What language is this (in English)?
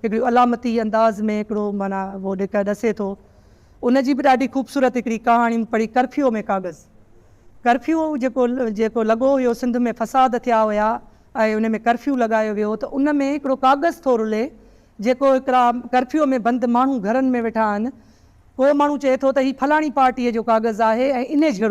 Sindhi